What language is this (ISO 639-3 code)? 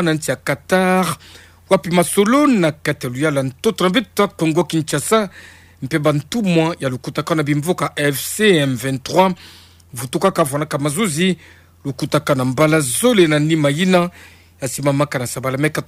ktu